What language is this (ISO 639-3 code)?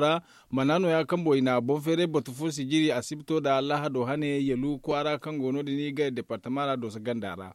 dje